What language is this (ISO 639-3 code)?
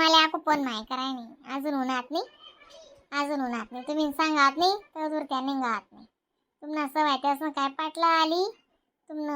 khn